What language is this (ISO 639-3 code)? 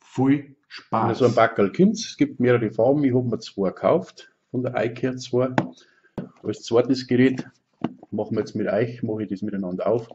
bar